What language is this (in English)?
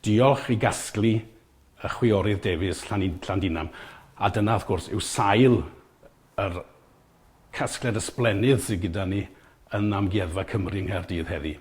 Welsh